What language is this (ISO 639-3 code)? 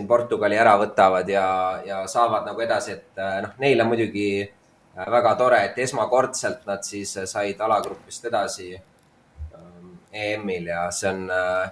est